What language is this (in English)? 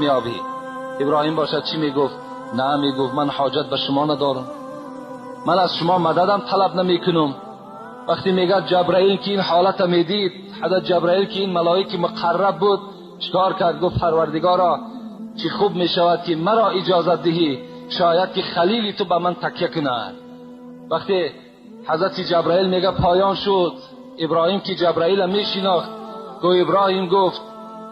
Tajik